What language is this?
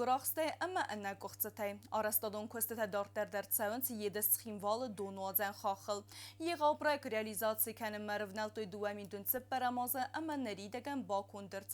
Ossetic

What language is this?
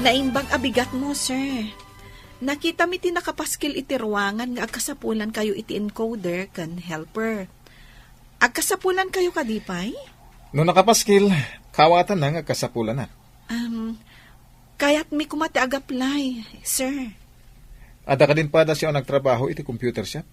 Iloko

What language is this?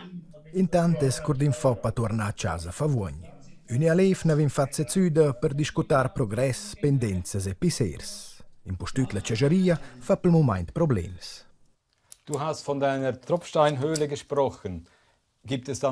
Romansh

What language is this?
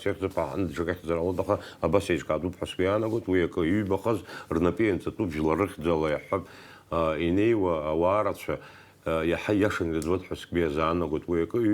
Abkhazian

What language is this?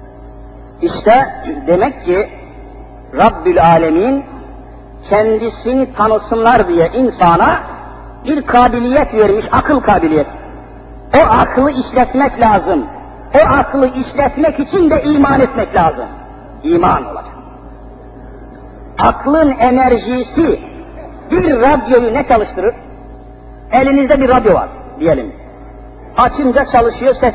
Turkish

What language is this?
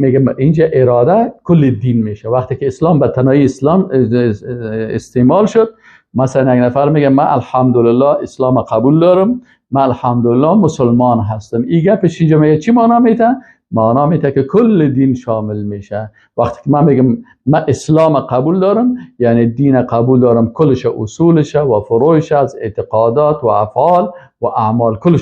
Persian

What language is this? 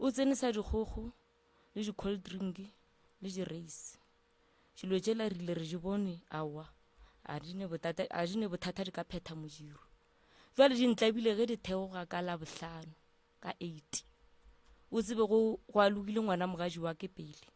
Northern Sotho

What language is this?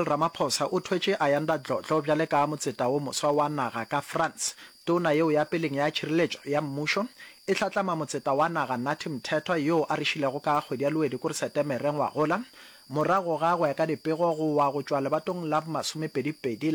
Northern Sotho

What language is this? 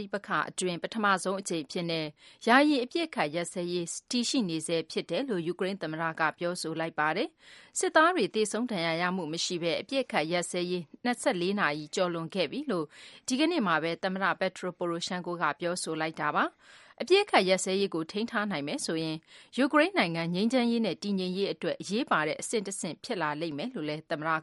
Burmese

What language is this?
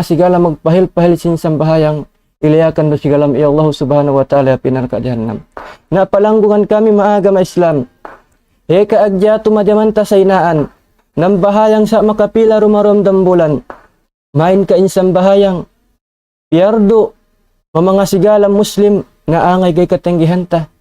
Tausug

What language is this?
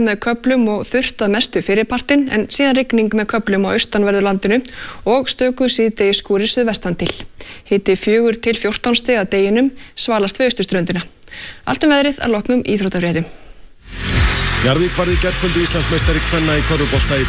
Icelandic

